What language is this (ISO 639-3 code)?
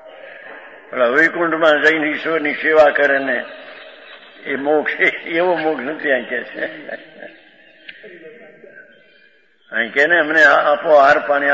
guj